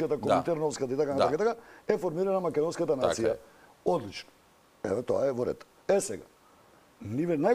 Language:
Macedonian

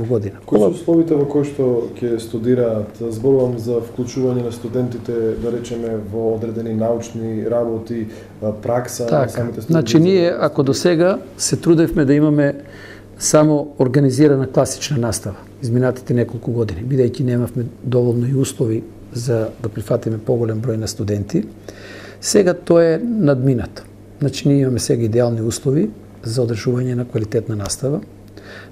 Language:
Macedonian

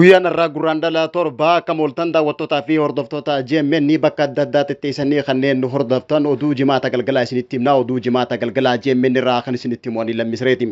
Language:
Oromo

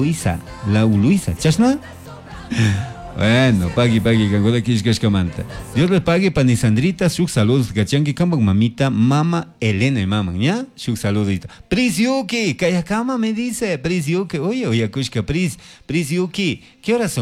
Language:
Chimborazo Highland Quichua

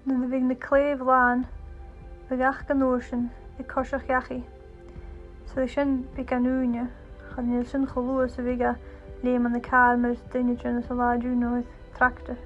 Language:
Scottish Gaelic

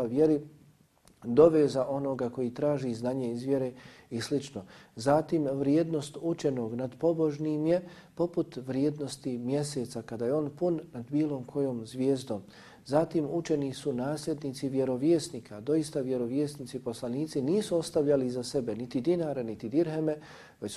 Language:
Bosnian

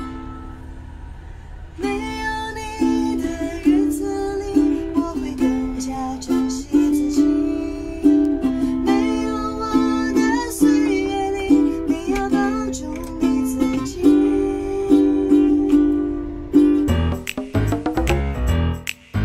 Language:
Chinese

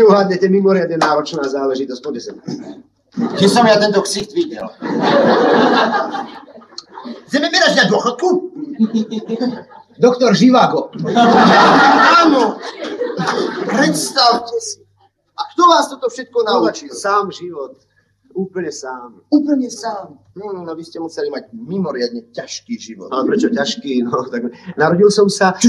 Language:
Slovak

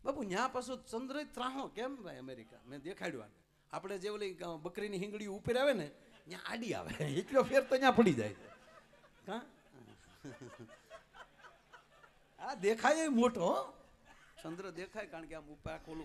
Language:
Gujarati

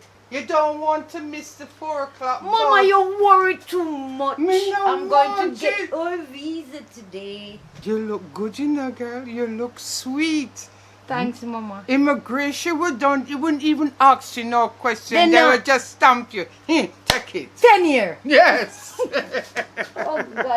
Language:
Jamaican Creole English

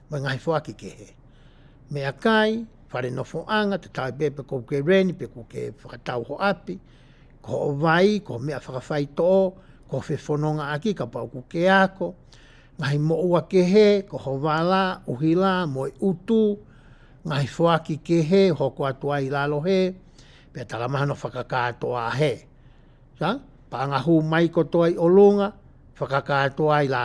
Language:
Tongan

